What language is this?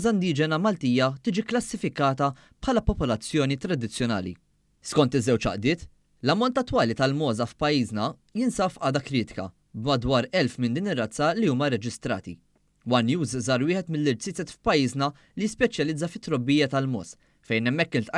Maltese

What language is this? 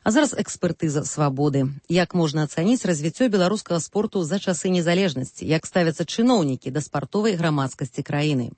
Belarusian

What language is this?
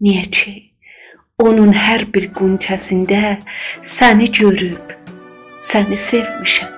South Azerbaijani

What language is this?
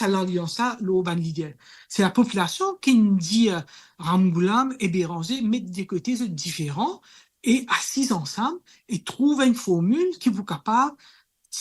Morisyen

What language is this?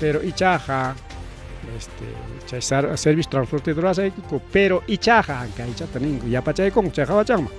Ayacucho Quechua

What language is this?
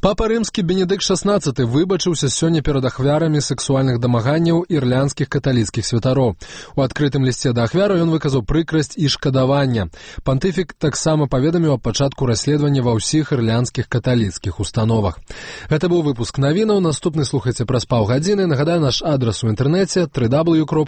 Belarusian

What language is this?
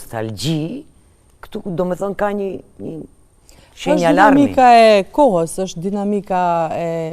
Albanian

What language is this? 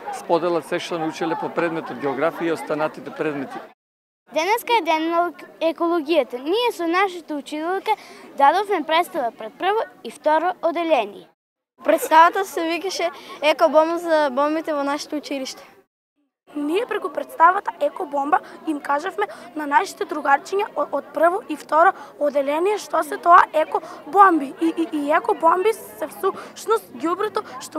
Macedonian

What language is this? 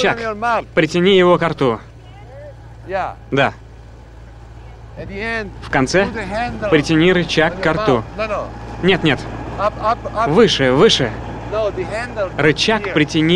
Russian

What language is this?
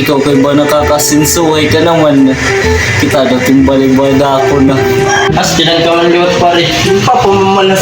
Waray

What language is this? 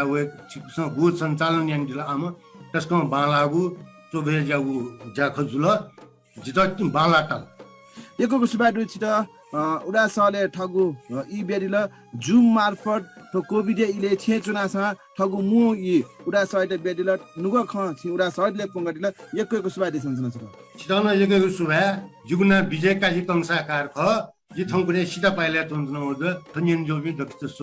Newari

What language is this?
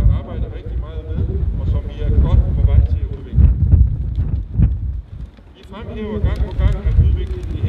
Danish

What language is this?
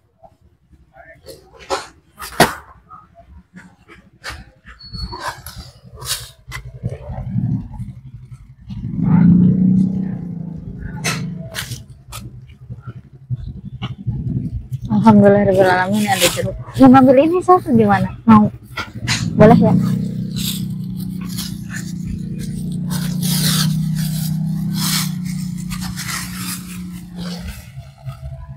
Indonesian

